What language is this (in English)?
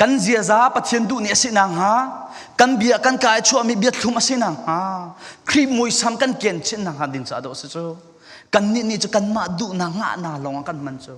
Falam Chin